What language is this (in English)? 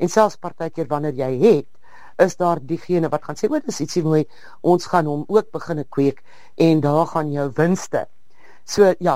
Afrikaans